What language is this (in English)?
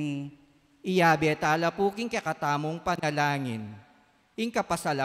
Pampanga